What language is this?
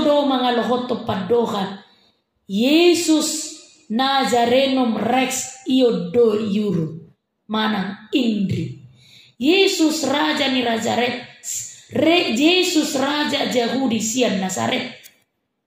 Batak Toba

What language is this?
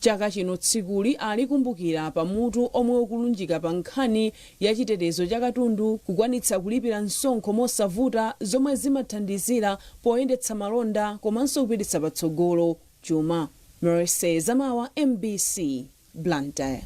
Nyanja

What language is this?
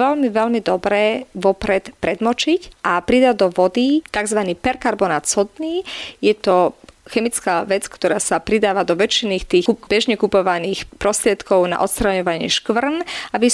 Slovak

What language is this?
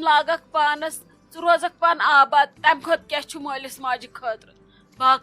Kashmiri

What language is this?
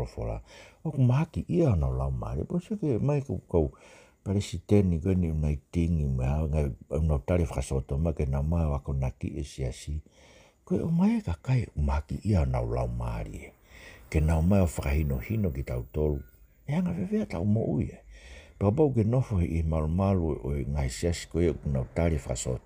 Tongan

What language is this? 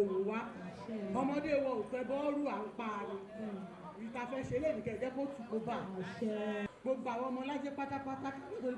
Yoruba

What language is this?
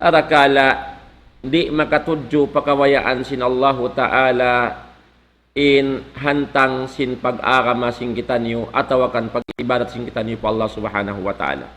Tausug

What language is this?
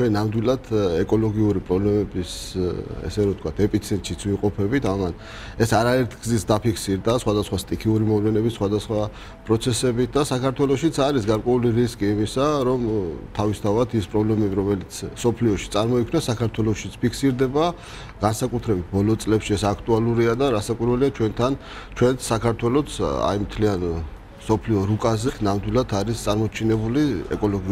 Georgian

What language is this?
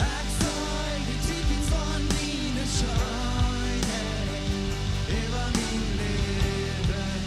Plautdietsch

